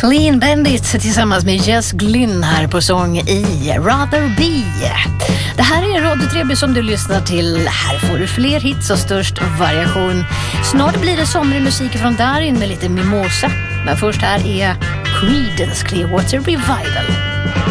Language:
Swedish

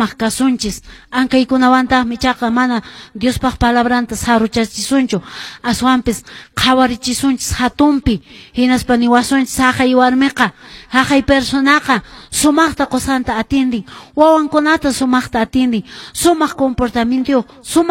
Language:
Quechua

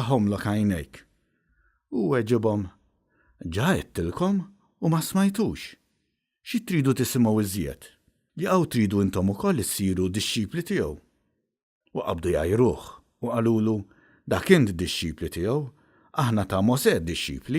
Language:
Maltese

